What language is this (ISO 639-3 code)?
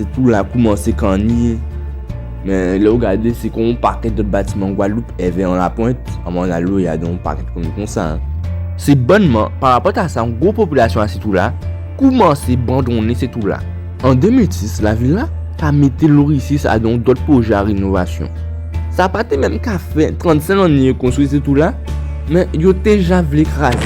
gcf